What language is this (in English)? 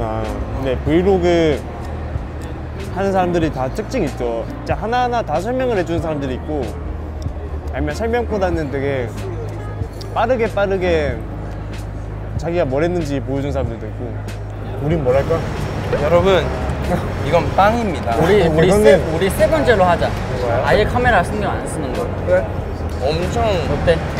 Korean